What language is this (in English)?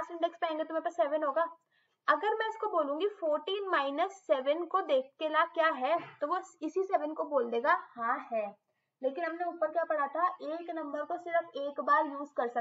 Hindi